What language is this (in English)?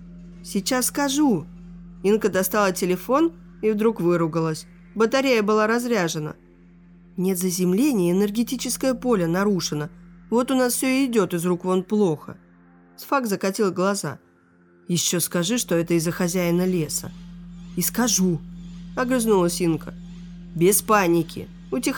Russian